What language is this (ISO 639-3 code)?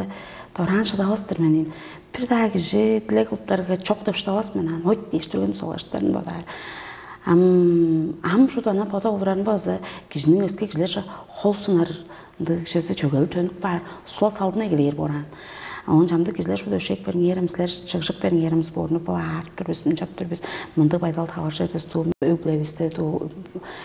tyv